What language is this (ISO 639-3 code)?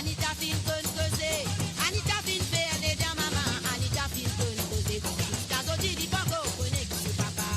mfe